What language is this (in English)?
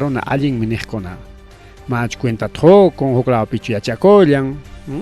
Ayacucho Quechua